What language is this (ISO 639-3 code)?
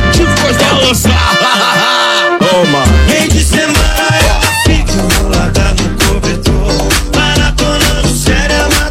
por